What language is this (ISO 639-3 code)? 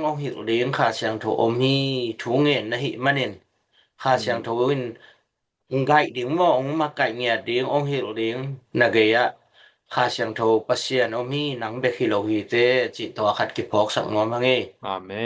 ctd